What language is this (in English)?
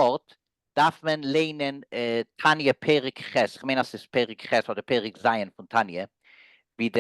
Yiddish